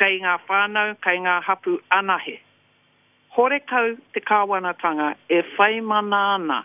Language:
Māori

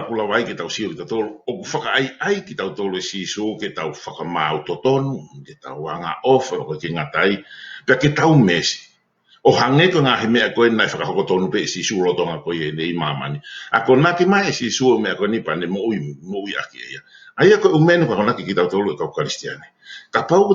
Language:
Tongan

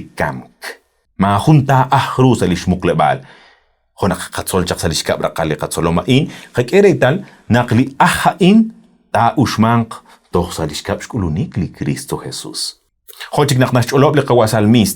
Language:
Kekchí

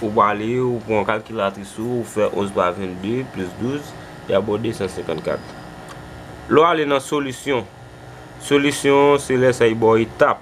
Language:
Haitian Creole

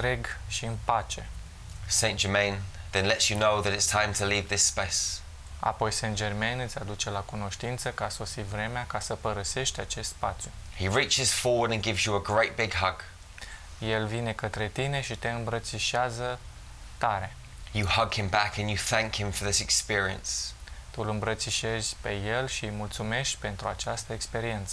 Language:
Romanian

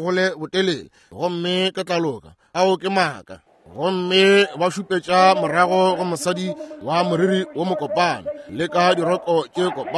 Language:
Northern Sotho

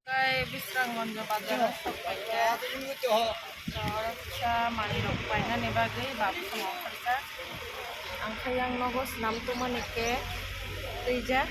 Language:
Kok Borok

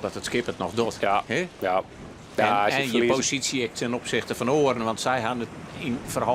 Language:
Western Frisian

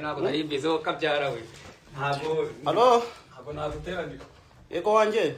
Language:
Kinyarwanda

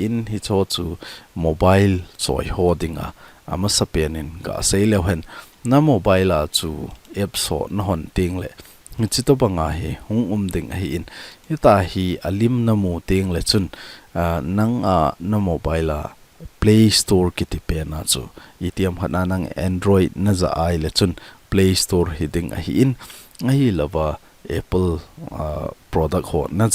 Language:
Thado Chin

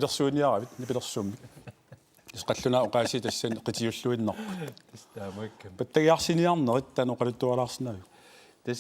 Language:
Kalaallisut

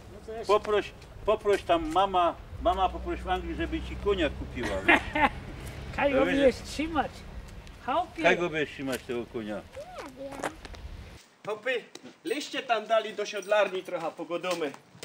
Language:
Silesian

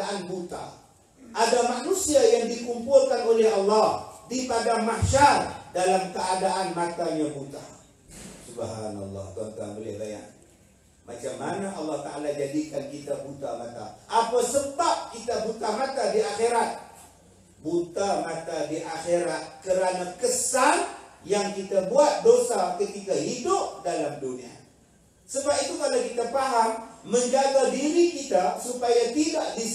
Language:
Malay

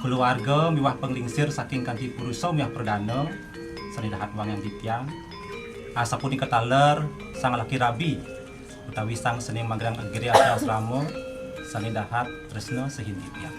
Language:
Balinese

